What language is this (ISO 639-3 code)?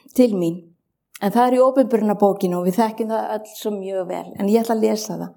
isl